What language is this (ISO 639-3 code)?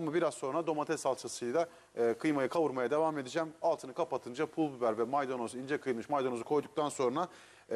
tur